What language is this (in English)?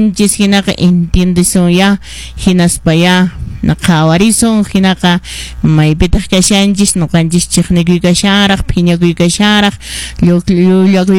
Quechua